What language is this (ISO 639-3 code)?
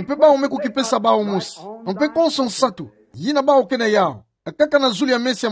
ktu